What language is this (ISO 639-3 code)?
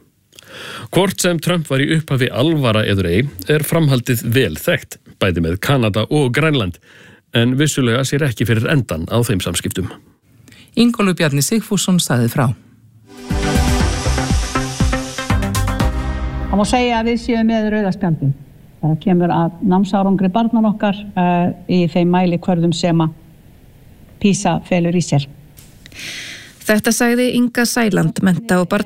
isl